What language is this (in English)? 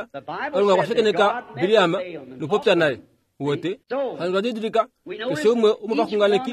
Kuanyama